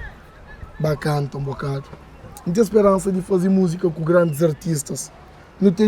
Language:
Kabuverdianu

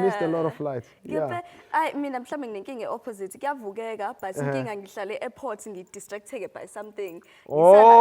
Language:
Zulu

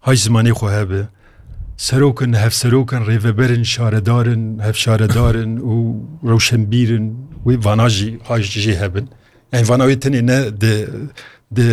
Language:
Kurdish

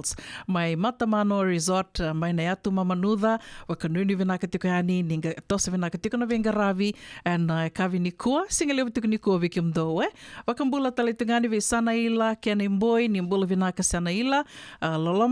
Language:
Fijian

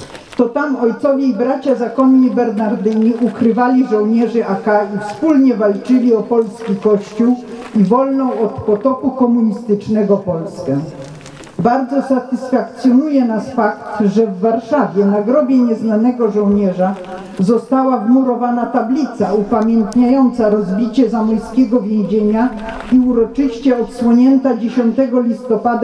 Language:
Polish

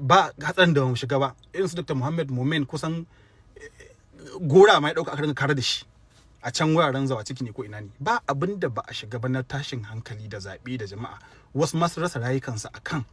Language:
Hausa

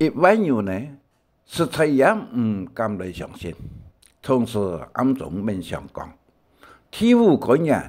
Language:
Hakka Chinese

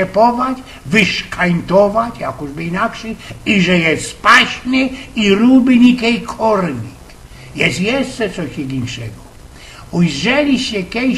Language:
Silesian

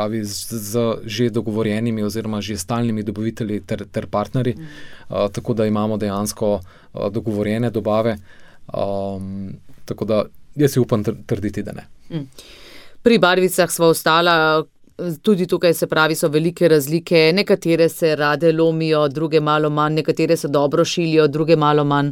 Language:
Slovenian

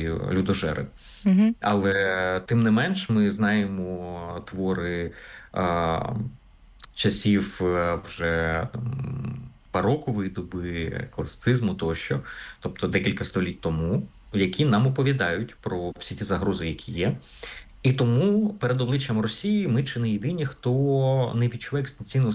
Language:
Ukrainian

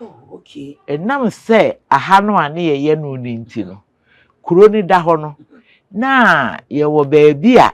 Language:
Akan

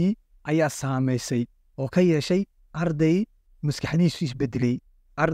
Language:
Somali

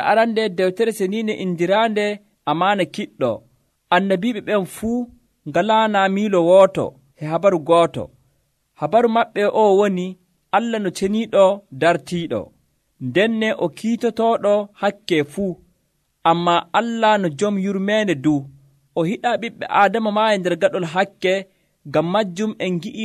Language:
Nigerian Fulfulde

